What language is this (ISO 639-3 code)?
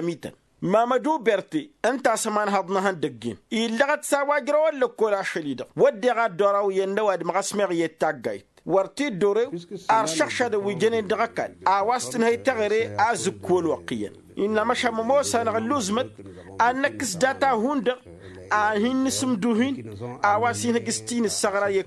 taq